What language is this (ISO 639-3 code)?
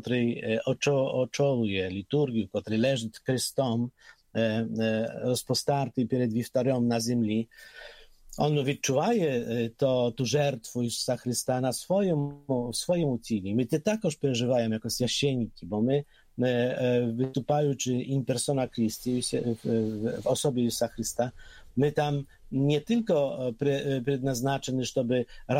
pol